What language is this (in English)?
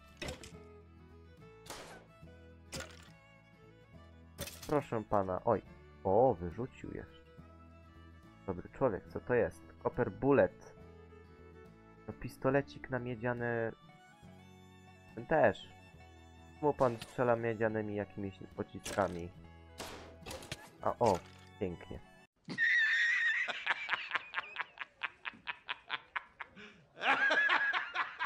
Polish